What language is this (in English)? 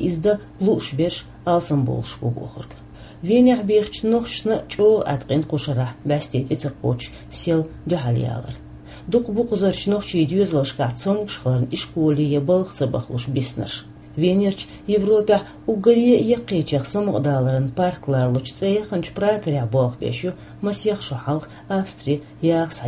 Chechen